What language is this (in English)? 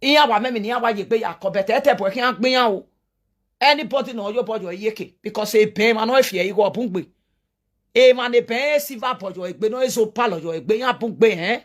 Nigerian Pidgin